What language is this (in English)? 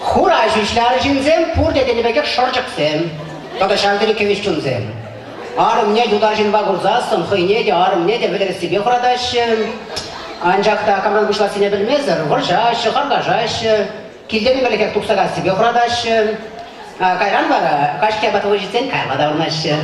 Chuvash